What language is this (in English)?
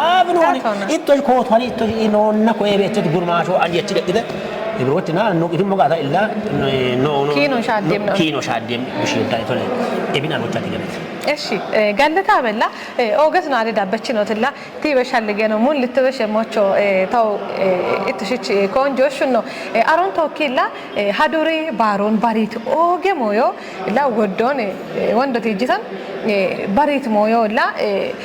Kafa